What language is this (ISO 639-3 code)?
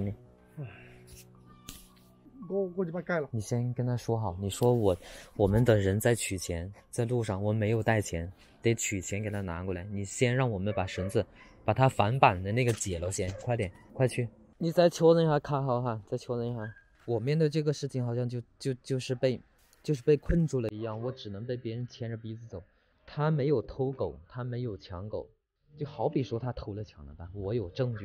zho